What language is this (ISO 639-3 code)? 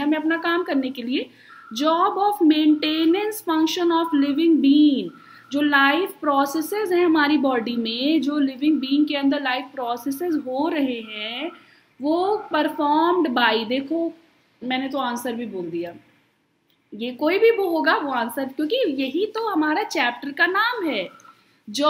hin